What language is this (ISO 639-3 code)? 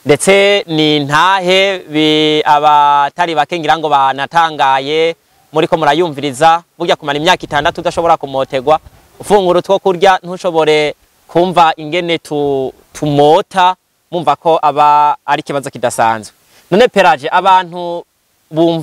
run